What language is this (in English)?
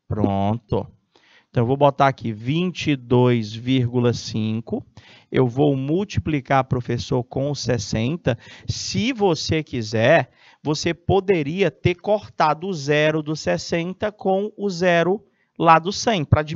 Portuguese